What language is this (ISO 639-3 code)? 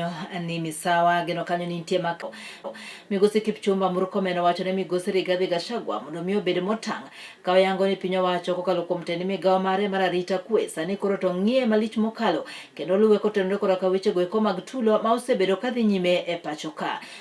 luo